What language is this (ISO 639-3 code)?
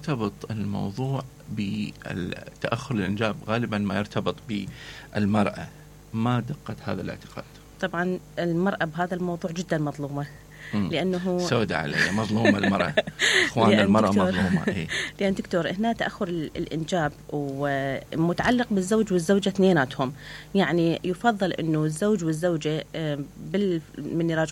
acm